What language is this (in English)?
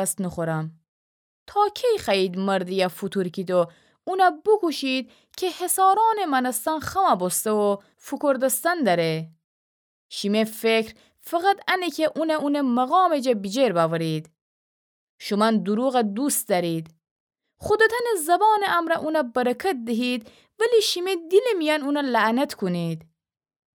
Gilaki